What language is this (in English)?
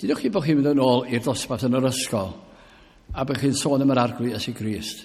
Welsh